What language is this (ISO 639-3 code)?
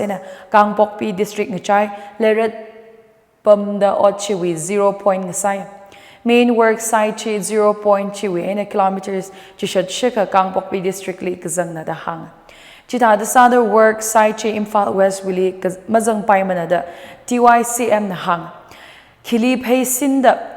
nmf